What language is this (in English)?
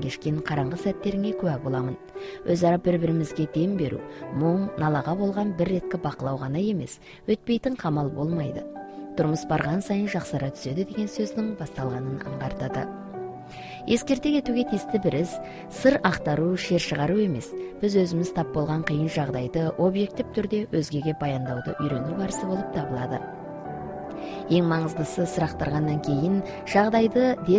Kazakh